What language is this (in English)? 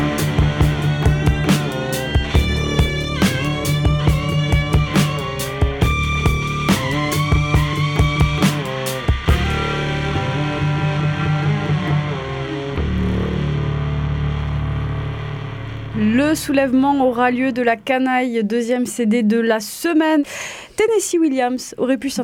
French